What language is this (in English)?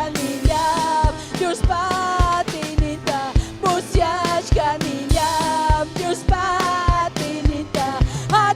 Ayacucho Quechua